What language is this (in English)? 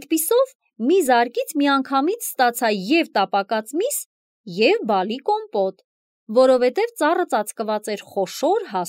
Armenian